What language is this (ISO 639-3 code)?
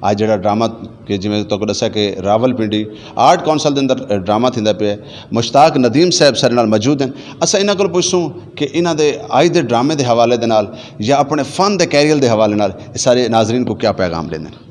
skr